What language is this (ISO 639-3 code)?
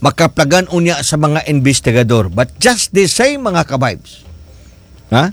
ceb